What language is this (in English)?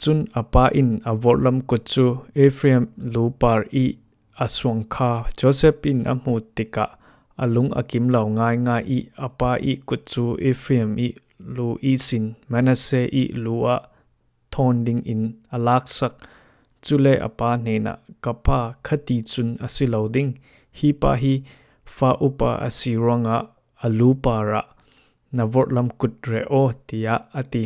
Falam Chin